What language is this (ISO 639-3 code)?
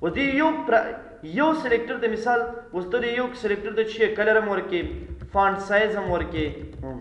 pus